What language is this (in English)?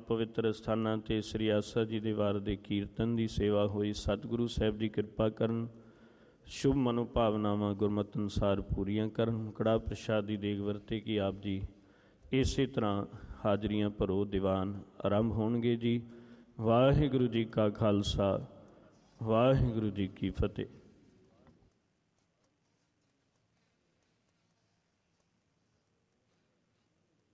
Punjabi